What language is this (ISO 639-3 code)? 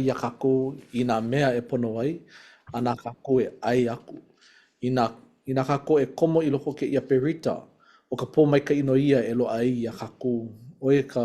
haw